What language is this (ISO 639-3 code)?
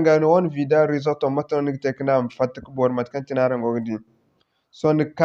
dje